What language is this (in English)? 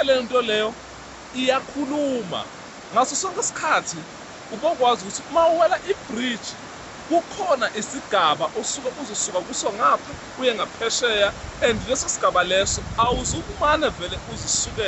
Zulu